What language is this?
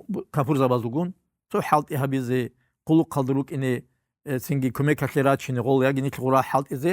Avaric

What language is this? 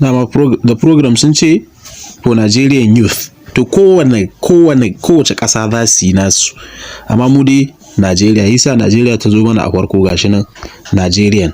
Hausa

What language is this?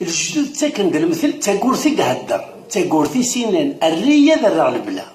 Kabyle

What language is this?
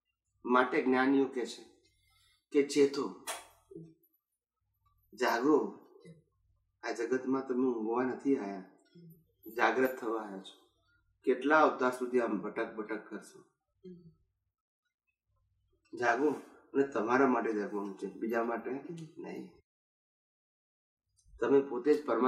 Gujarati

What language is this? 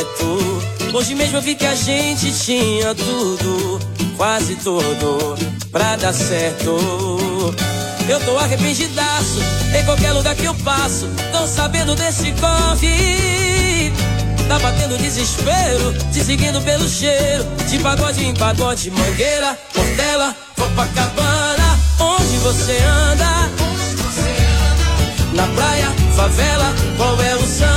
Portuguese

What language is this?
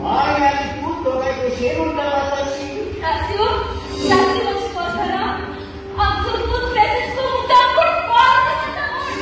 Konkani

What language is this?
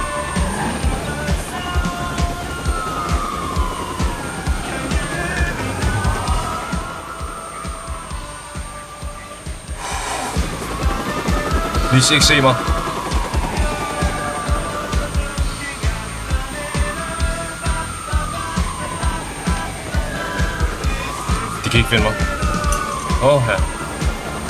Danish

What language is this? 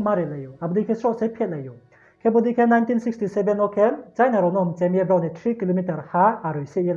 Riang (India)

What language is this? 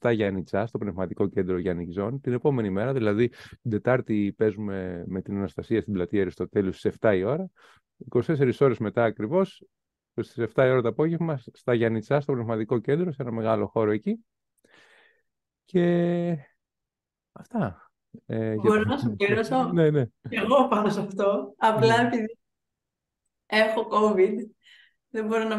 Greek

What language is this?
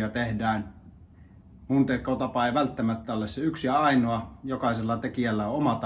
Finnish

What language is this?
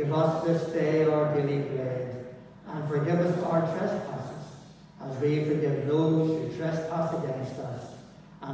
English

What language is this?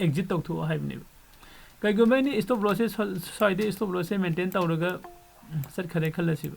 Manipuri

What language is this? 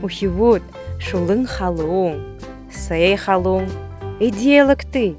Buriat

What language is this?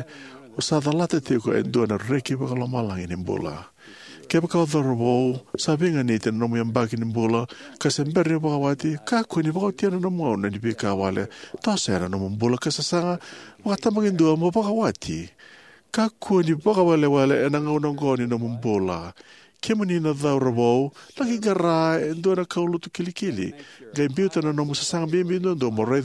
Fijian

